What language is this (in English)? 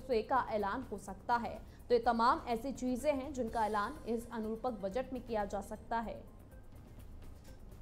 Hindi